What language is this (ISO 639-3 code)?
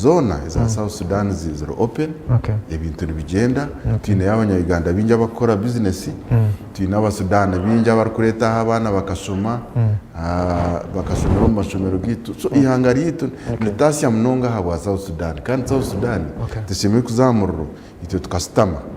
nyn